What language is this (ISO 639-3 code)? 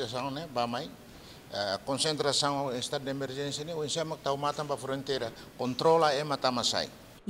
tet